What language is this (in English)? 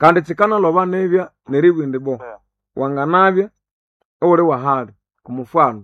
Nande